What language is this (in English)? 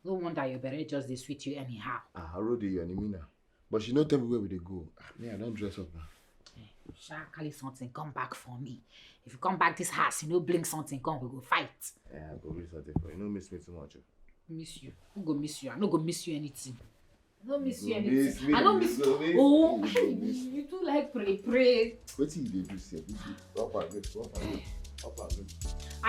Nigerian Pidgin